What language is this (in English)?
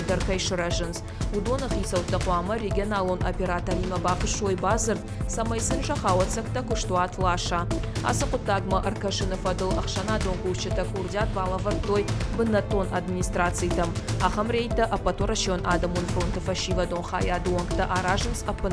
Ossetic